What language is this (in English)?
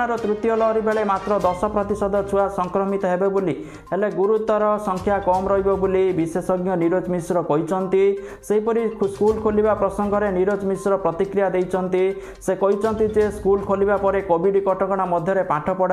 Odia